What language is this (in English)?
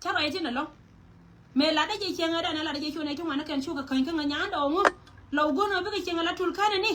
Nuer